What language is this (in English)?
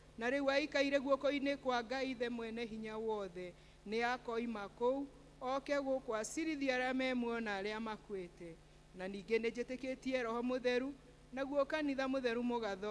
Kikuyu